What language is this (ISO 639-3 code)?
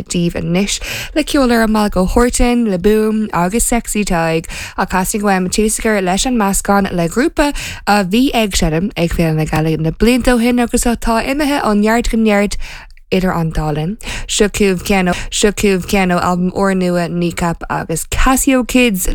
gle